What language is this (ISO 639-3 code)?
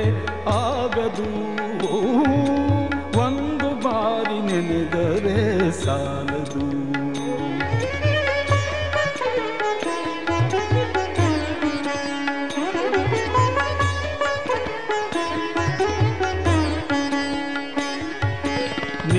kan